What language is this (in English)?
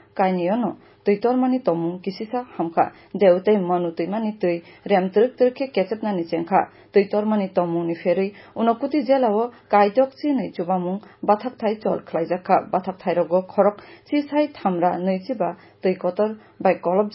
Kok Borok